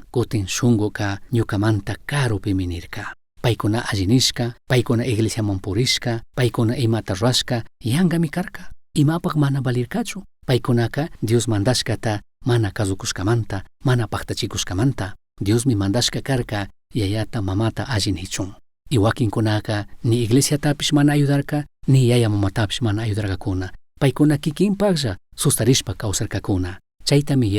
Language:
Chimborazo Highland Quichua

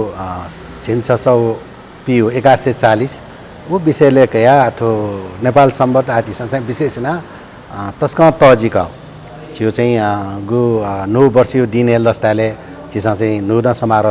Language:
Newari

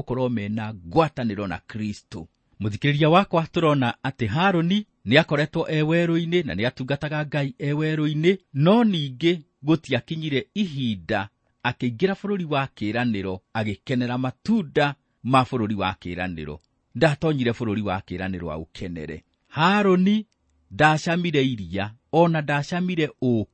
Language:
Kikuyu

